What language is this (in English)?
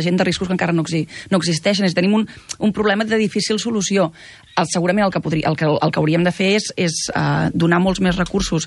Catalan